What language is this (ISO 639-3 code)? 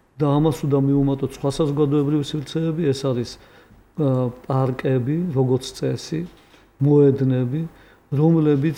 kat